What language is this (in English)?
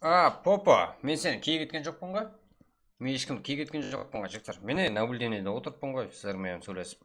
Kara-Kalpak